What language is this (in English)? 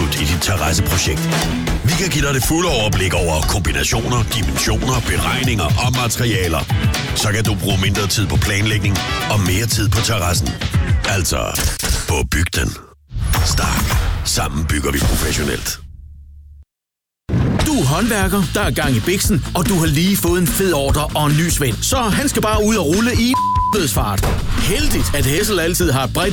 Danish